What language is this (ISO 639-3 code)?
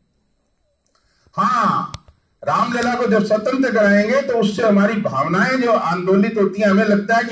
hin